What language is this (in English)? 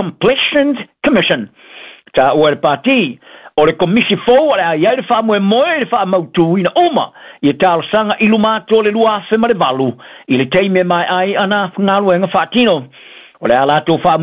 Samoan